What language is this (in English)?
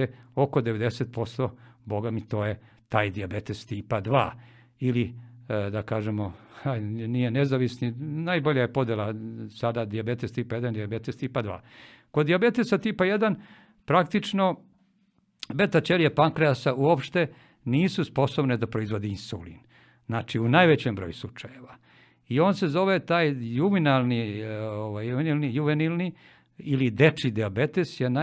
Serbian